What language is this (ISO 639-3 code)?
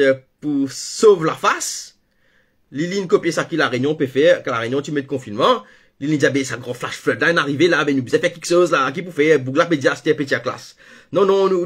mfe